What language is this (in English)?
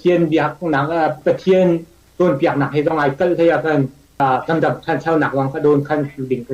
Hakha Chin